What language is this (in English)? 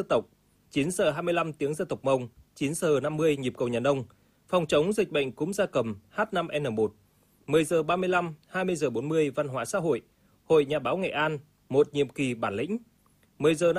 Vietnamese